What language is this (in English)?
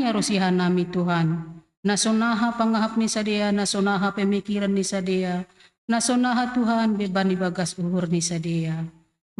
Batak Simalungun